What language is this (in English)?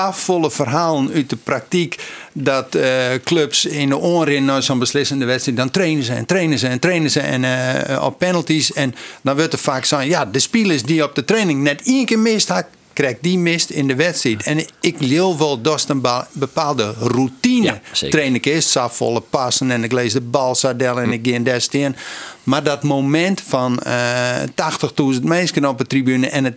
Western Frisian